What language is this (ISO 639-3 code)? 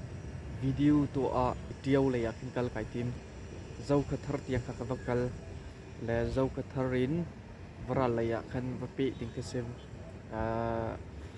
cnh